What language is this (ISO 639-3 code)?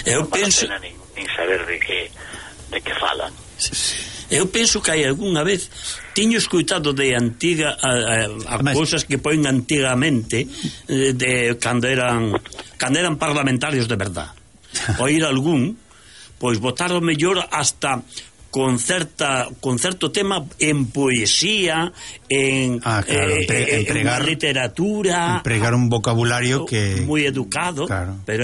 glg